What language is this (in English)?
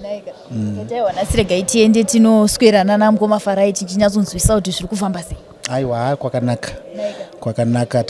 Shona